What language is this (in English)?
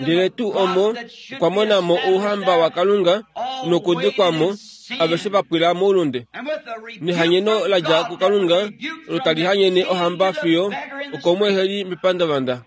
Kuanyama